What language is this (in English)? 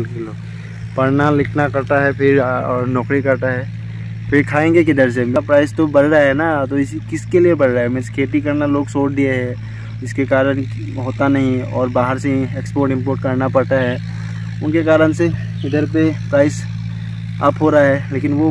Hindi